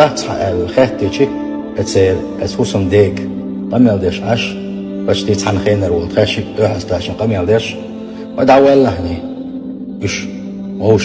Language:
Chechen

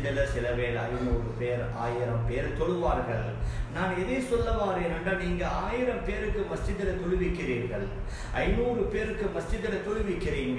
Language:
Tamil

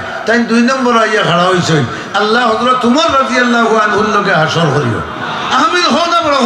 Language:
Sylheti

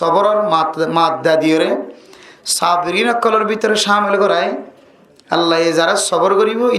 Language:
Rohingya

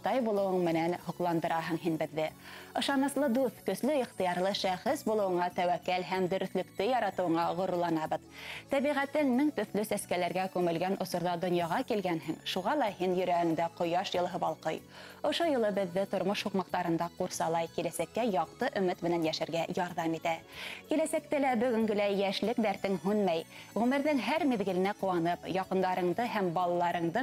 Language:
Bashkir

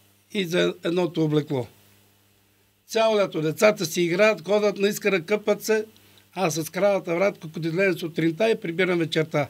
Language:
Bulgarian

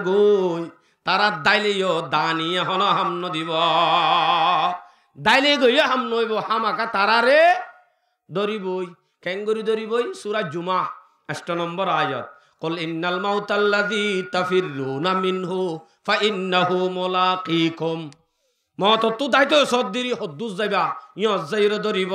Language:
Rohingya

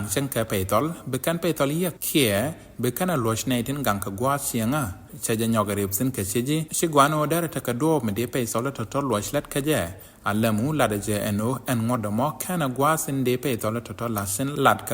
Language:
Nuer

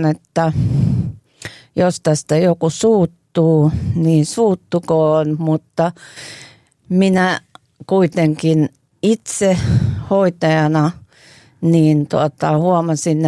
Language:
Finnish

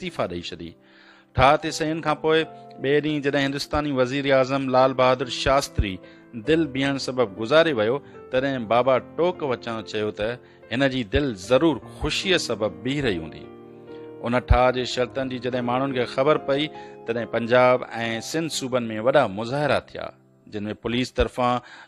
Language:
Sindhi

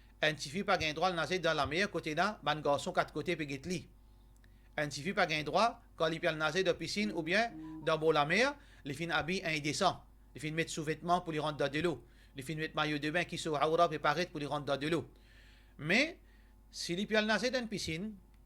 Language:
Morisyen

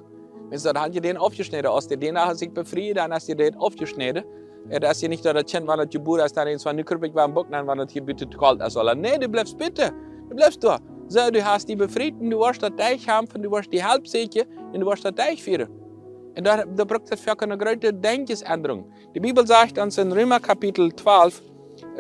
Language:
Plautdietsch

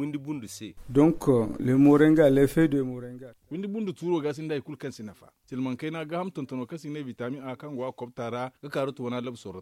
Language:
Zarma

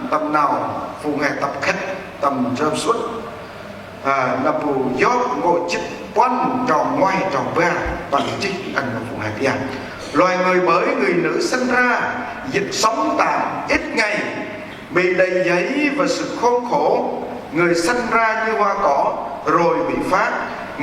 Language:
Central Mnong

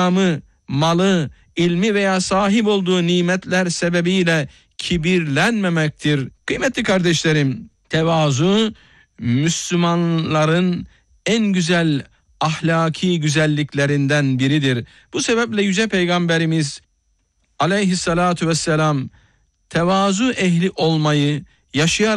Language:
Turkish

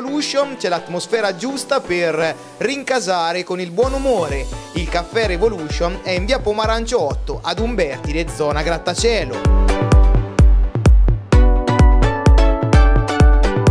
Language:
Italian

